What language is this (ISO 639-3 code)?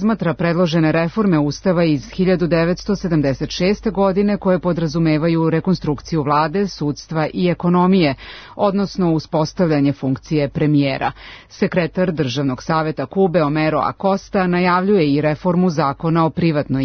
srp